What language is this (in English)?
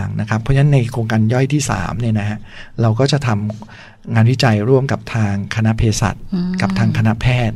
Thai